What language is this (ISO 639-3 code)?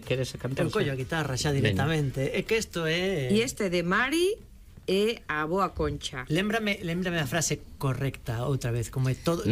glg